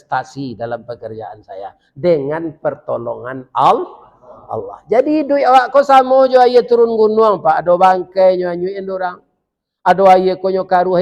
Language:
Minangkabau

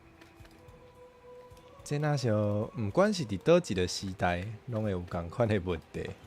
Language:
Min Nan Chinese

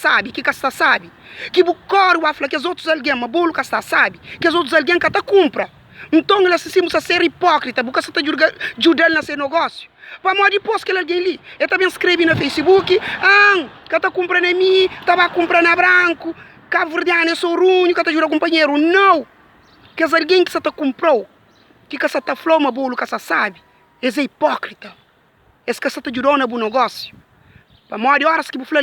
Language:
Kabuverdianu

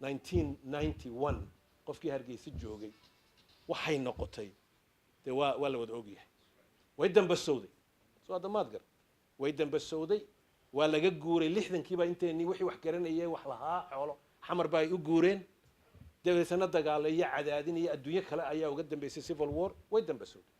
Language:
Somali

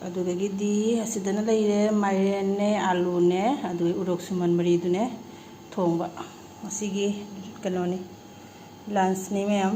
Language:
Manipuri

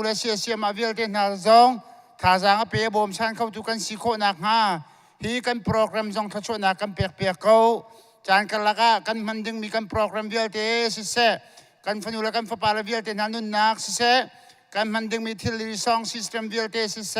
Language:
Hakha Chin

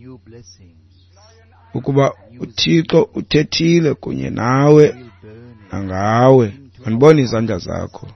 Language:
Xhosa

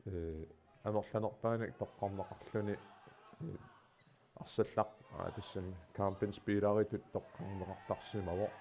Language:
Kalaallisut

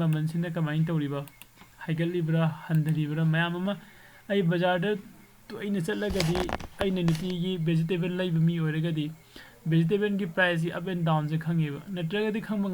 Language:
Manipuri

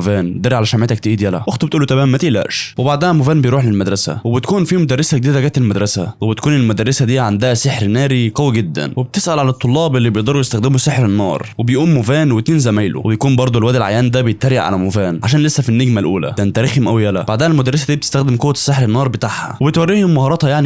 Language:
Egyptian Arabic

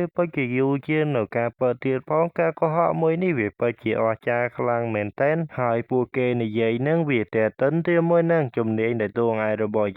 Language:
Khmer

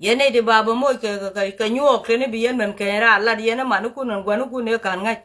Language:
Nuer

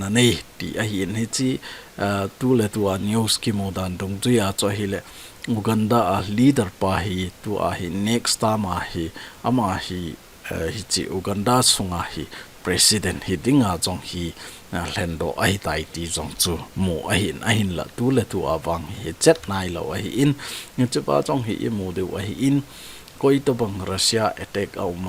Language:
Thado Chin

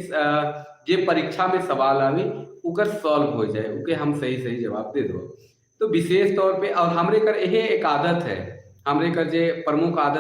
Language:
Sadri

